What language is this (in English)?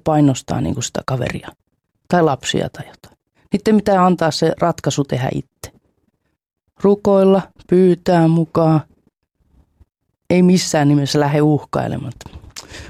Finnish